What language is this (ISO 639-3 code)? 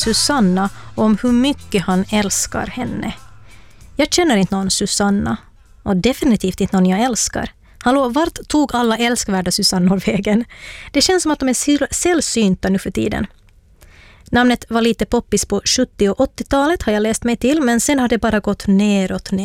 swe